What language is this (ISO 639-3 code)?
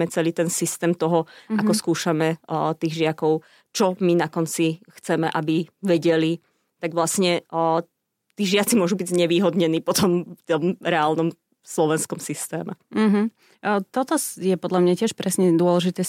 slk